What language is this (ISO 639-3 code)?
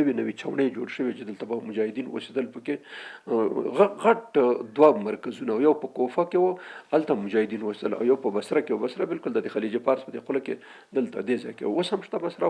pus